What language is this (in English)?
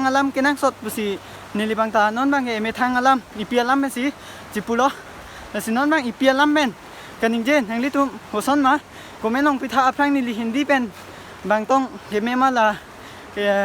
Karbi